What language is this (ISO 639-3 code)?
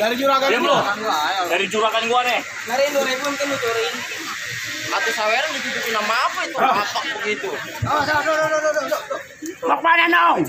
bew